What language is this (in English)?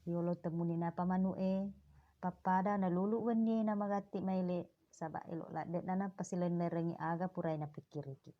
Buginese